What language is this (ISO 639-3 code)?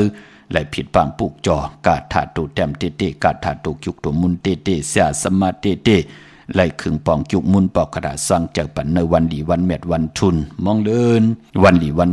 shn